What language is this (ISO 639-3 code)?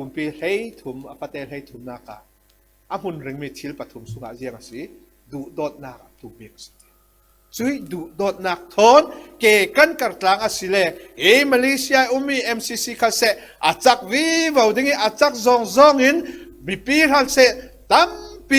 cfm